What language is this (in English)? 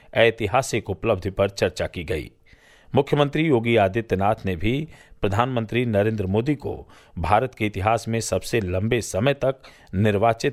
Hindi